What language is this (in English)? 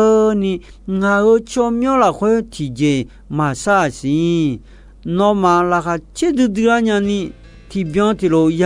Akha